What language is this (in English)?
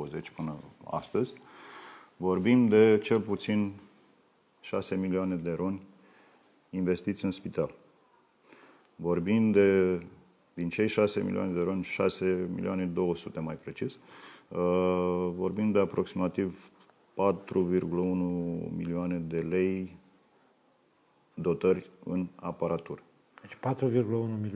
Romanian